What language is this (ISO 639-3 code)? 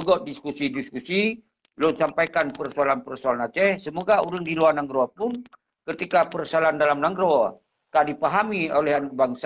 ace